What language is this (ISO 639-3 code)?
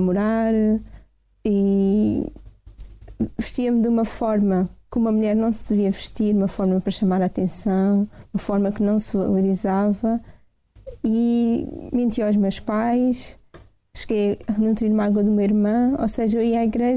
por